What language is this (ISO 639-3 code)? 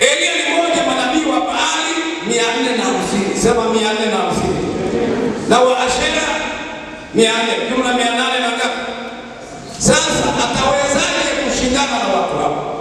swa